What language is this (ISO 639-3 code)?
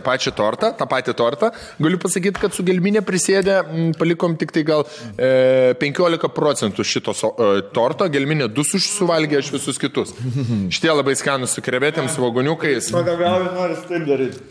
lit